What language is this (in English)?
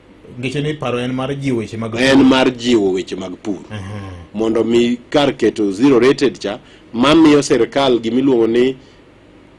Luo (Kenya and Tanzania)